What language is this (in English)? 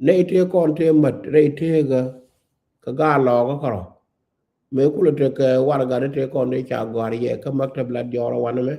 Nuer